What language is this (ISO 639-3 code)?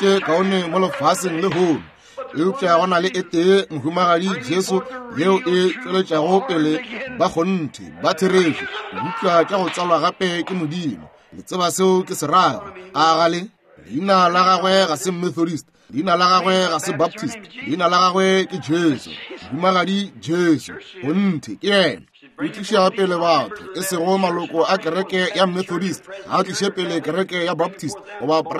nso